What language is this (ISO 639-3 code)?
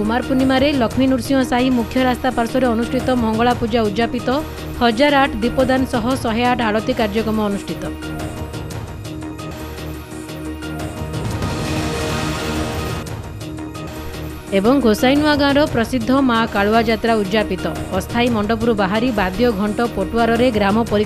ori